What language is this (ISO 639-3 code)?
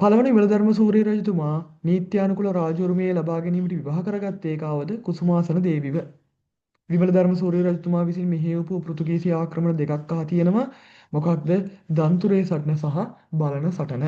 sin